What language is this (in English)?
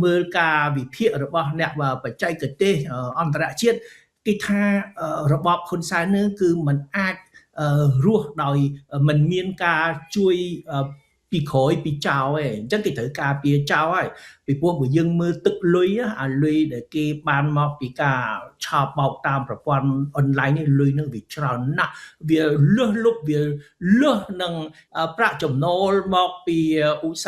Khmer